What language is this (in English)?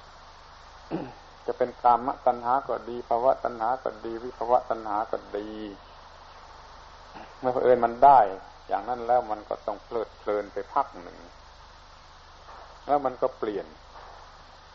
Thai